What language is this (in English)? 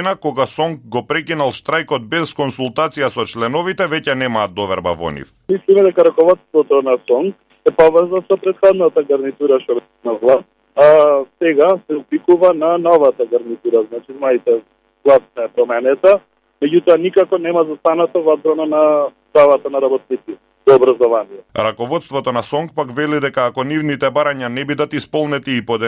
Macedonian